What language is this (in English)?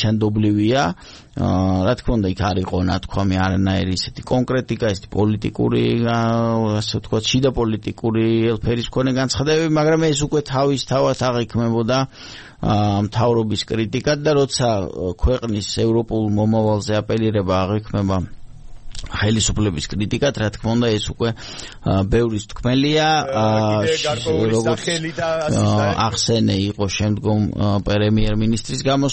Georgian